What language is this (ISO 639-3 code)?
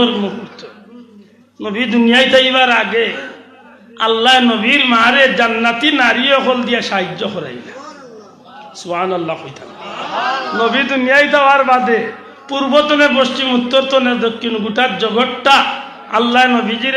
syl